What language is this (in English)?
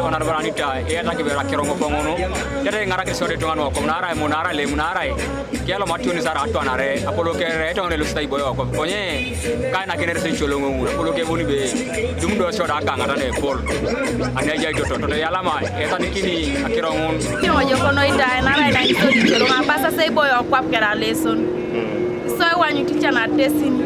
Teso